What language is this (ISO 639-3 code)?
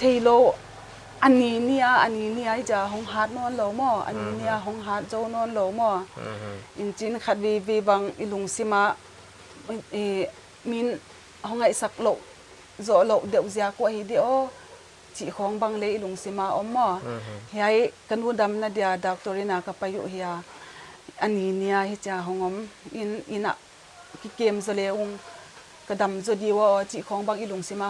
pck